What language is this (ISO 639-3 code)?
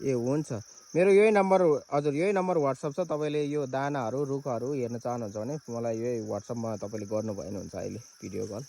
nep